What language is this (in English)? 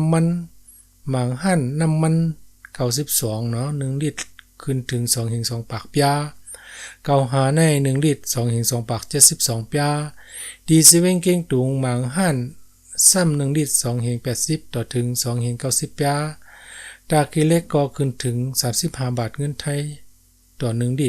Shan